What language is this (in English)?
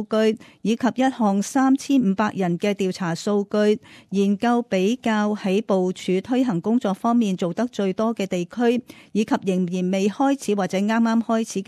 Cantonese